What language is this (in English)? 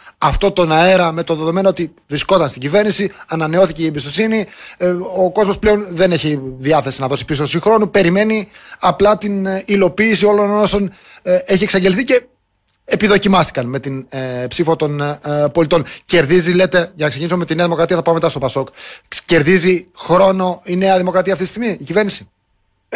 Greek